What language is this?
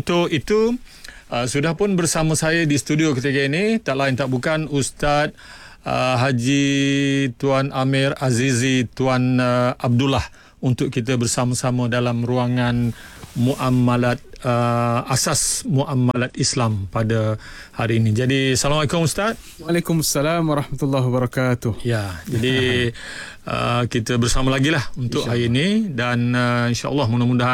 Malay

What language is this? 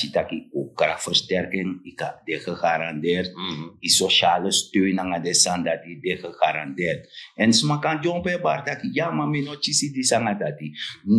Sranan Tongo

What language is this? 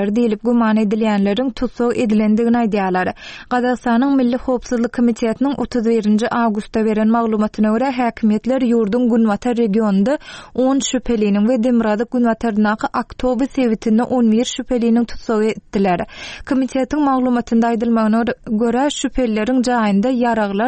Turkmen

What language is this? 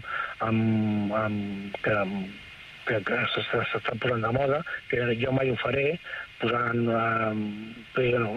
Catalan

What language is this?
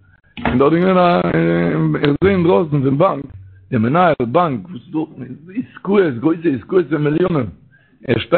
Yiddish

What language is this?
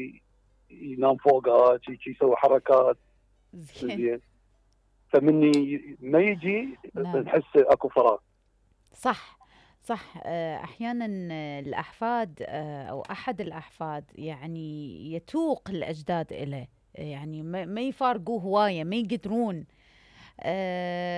Mesopotamian Arabic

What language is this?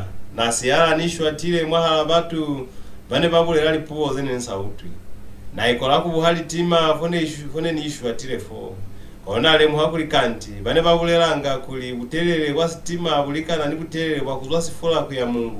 Lozi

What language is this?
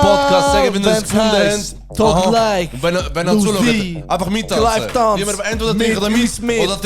Swiss German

